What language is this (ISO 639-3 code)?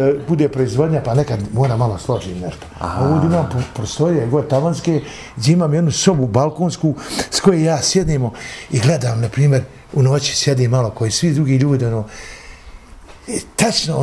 bos